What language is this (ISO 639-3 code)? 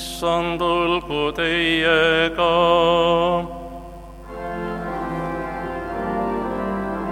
est